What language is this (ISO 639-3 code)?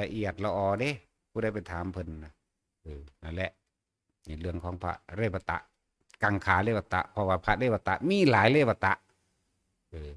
tts